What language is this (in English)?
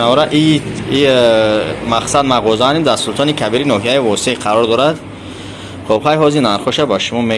Tajik